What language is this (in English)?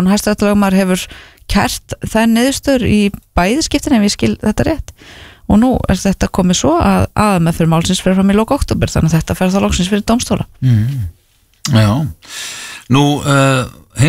Icelandic